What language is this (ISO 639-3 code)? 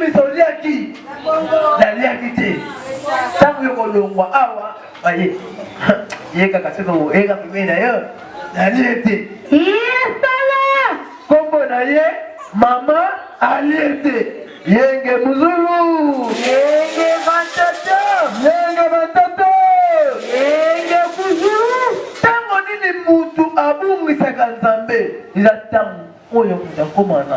lin